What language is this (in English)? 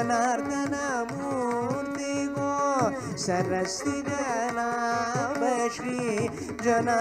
Kannada